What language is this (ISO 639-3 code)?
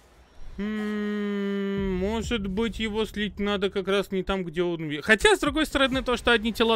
rus